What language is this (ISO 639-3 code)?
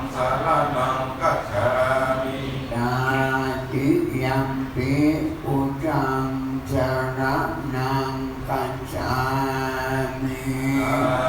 pli